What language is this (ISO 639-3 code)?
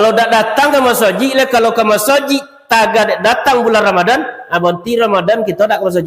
min